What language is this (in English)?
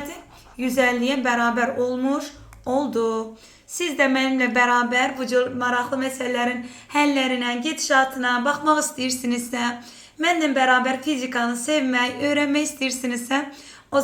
Azerbaijani